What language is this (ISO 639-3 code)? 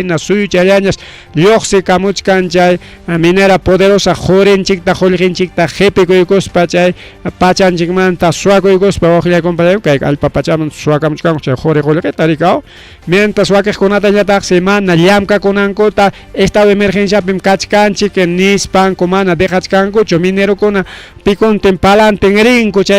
quy